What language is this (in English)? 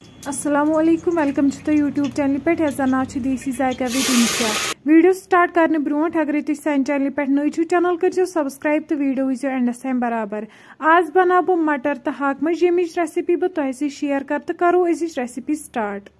Kashmiri